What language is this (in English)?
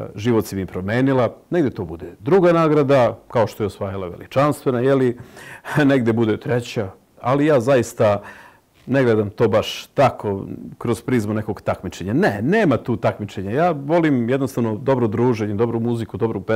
Serbian